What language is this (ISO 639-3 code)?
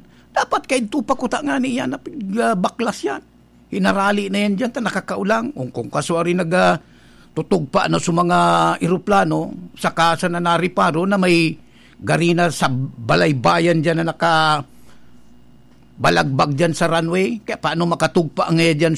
bik